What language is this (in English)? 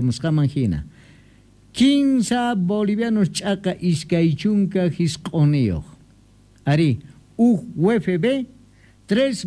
Quechua